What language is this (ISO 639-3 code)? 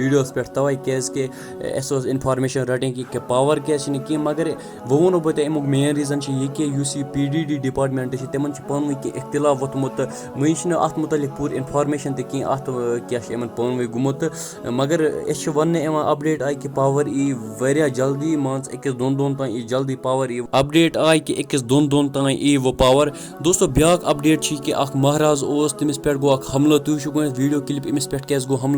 kas